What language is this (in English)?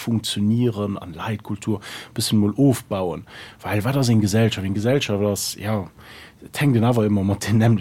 Luxembourgish